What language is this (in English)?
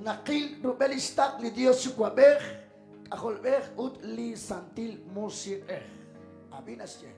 Kekchí